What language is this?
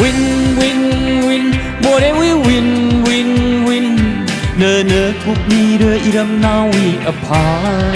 Tangkhul Naga (India)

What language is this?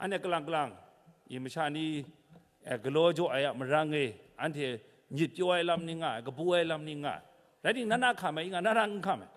Kachin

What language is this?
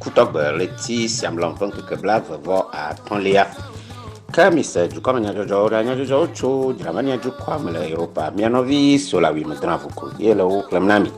Ewe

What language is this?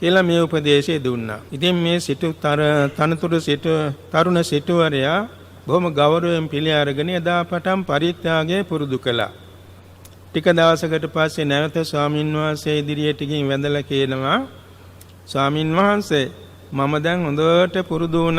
Sinhala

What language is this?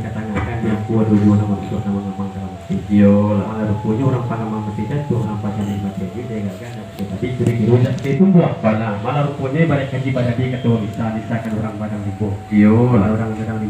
Minangkabau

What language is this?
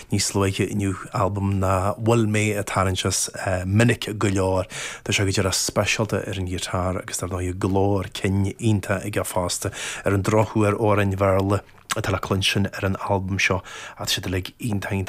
Irish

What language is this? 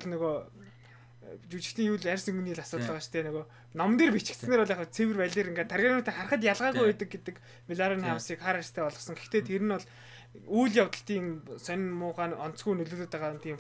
Mongolian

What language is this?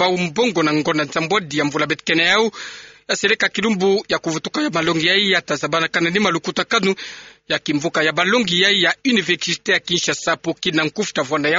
Kituba (Democratic Republic of Congo)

